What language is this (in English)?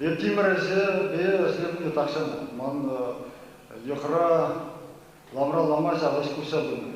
Chuvash